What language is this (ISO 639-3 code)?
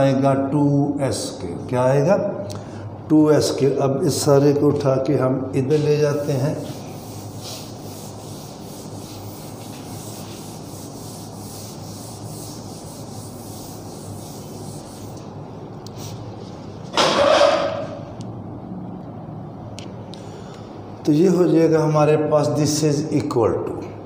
hin